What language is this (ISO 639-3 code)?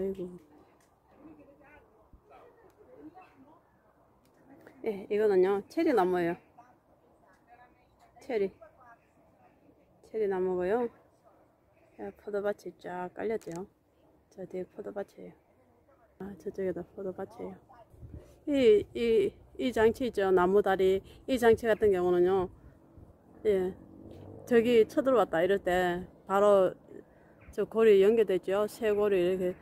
kor